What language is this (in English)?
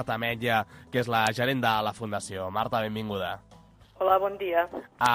Catalan